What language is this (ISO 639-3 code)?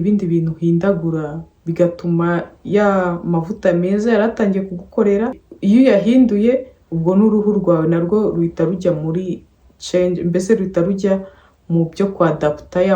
kin